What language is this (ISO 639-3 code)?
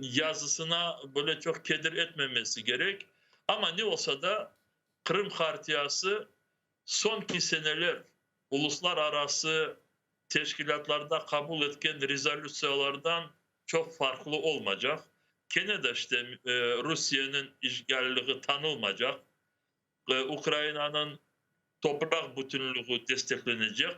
crh